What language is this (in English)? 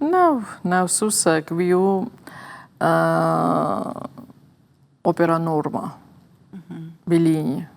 Ossetic